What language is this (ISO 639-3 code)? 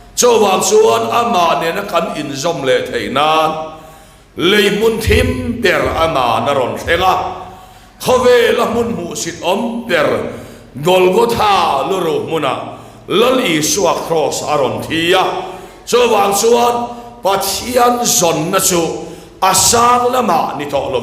lus